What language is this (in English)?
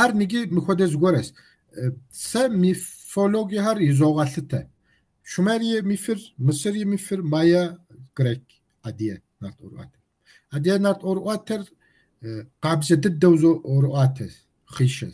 Kabardian